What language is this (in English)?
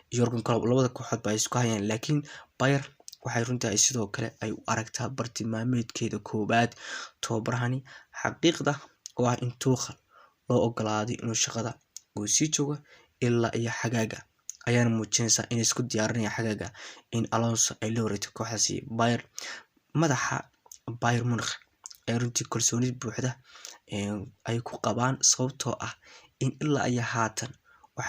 Somali